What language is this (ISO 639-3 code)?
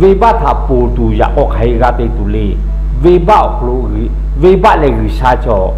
lhu